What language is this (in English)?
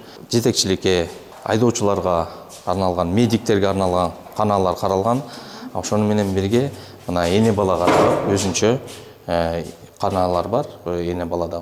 Kyrgyz